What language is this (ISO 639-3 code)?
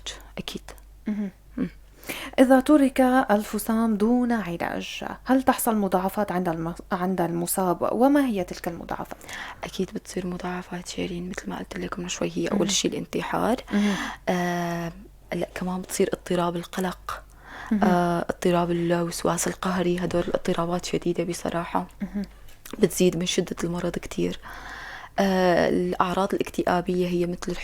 apc